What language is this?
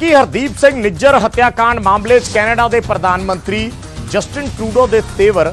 Punjabi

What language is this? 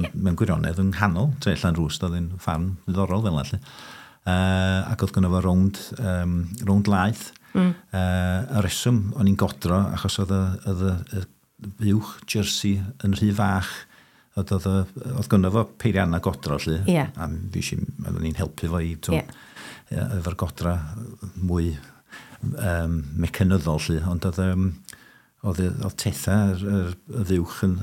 Welsh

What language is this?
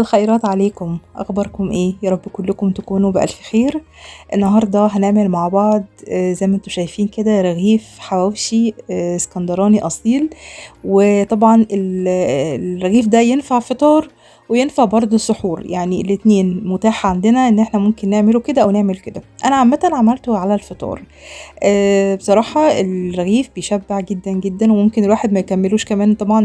Egyptian Arabic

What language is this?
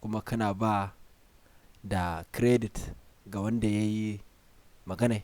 Hausa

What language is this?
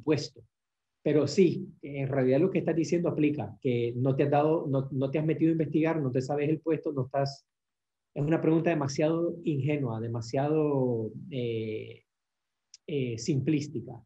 Spanish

